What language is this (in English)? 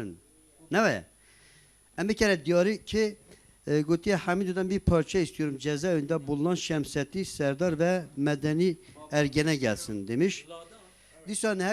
Kurdish